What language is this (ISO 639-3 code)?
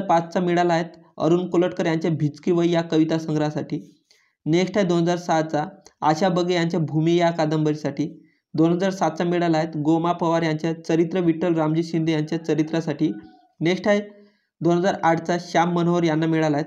mar